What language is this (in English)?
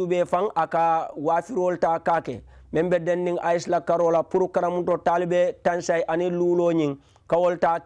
Mandingo